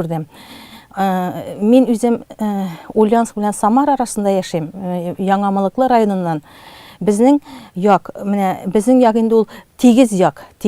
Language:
Tatar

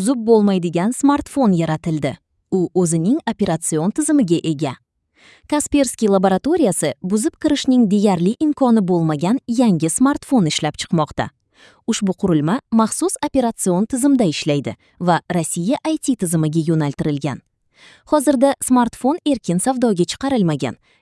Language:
Uzbek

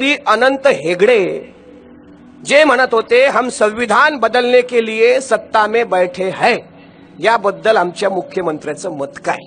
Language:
Marathi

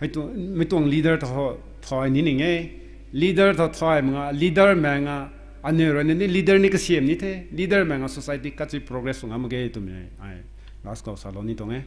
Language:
Rongmei Naga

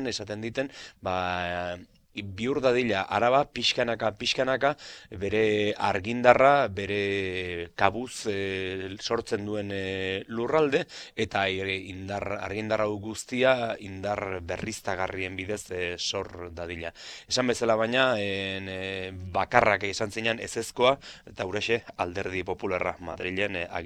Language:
Basque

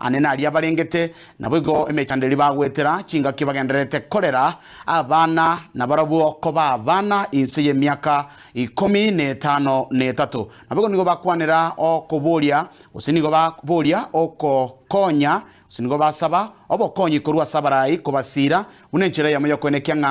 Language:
Gusii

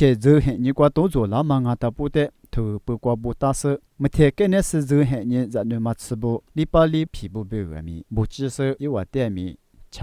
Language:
Lisu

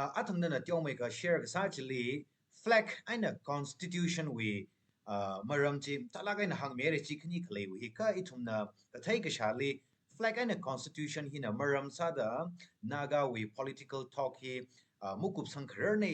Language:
Tangkhul Naga (India)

